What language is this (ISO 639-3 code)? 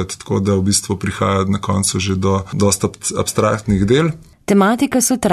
slv